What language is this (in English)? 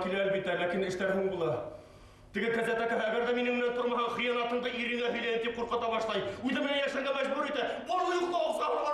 Bashkir